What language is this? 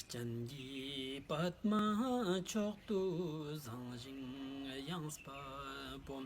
Ladakhi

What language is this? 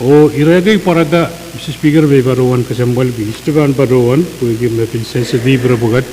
Pohnpeian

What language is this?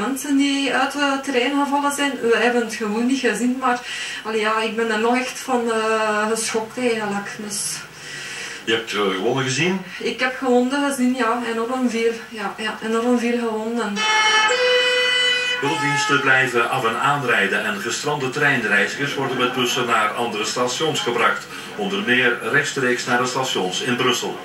Dutch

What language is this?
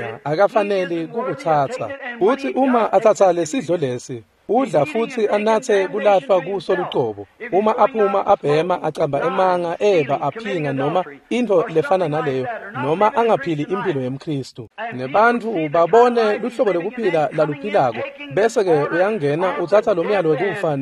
Swati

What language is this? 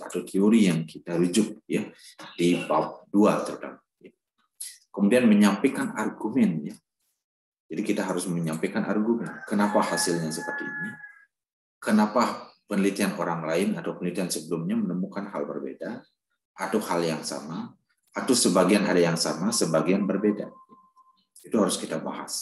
Indonesian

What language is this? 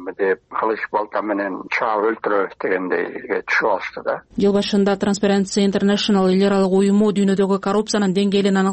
Kyrgyz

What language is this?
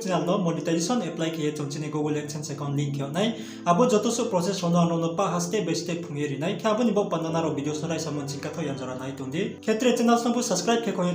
Riang (India)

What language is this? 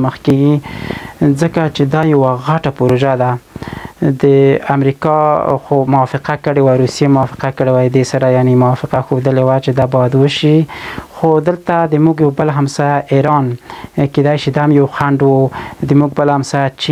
Pashto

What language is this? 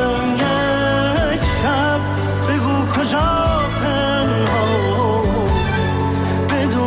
Persian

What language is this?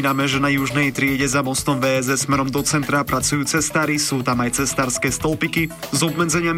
Slovak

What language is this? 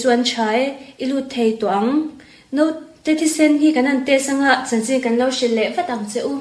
Mizo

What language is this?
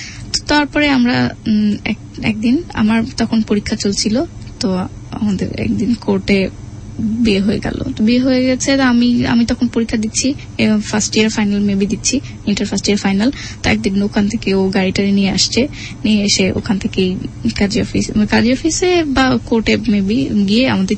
Bangla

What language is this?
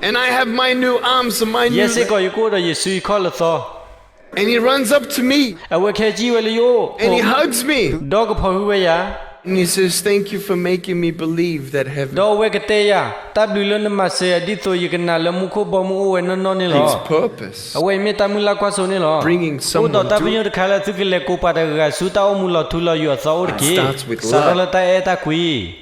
S'gaw Karen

